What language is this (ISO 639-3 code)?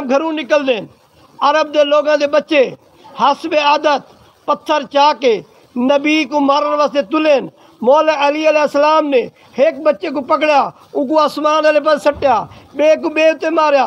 skr